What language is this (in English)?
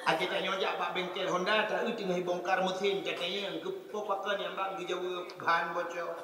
Achinese